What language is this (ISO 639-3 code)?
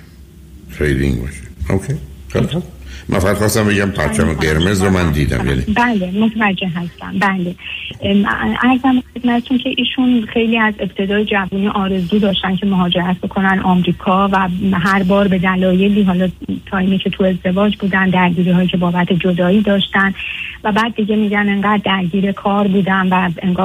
fas